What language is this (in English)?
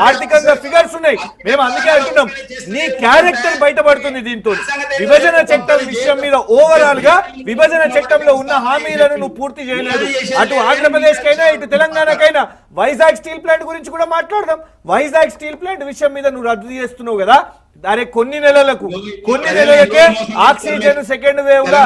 Telugu